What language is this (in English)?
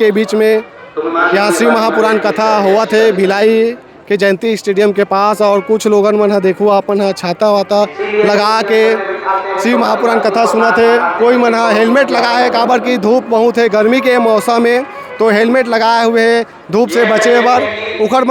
Chhattisgarhi